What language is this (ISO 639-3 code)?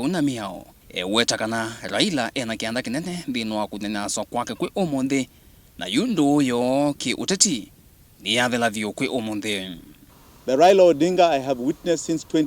kam